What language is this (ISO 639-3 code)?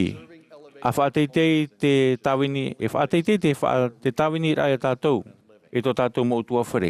tah